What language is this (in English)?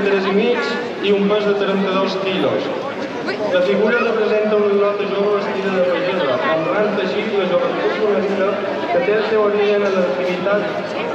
Catalan